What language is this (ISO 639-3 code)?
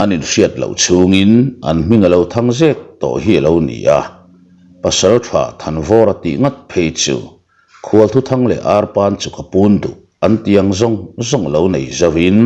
lus